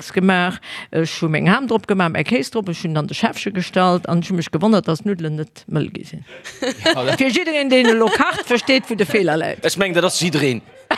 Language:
Luxembourgish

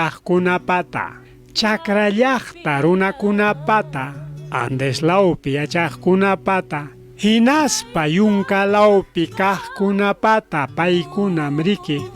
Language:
Ayacucho Quechua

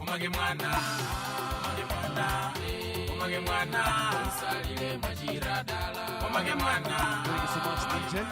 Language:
Nyanja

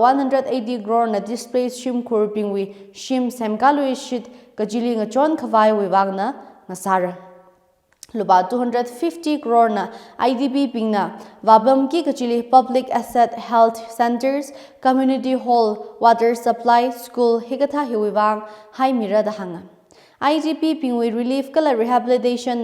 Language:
Tangkhul Naga (India)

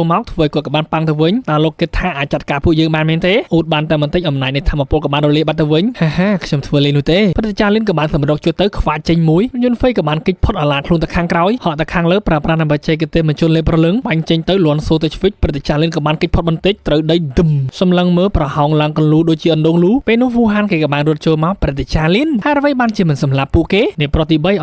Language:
Khmer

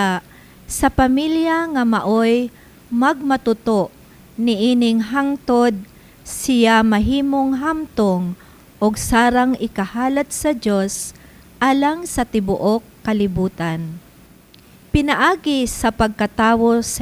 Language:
Cebuano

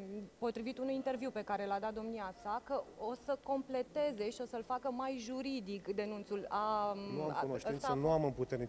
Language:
Romanian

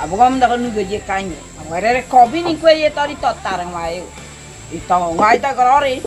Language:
Ngäbere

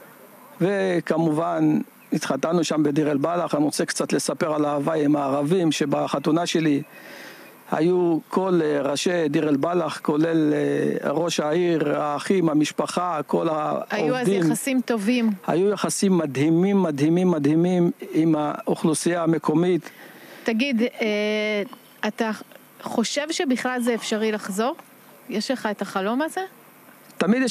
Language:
Hebrew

